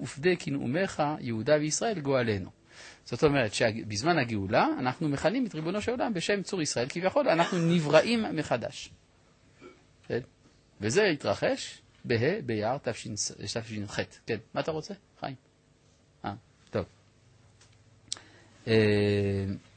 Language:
Hebrew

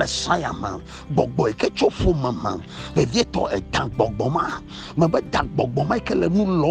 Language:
Ewe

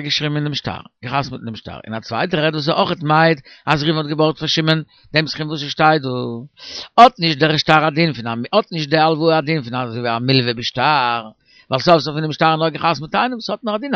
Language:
Yiddish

